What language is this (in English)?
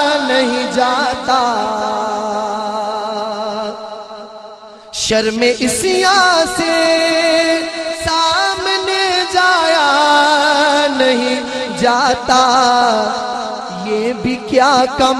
Urdu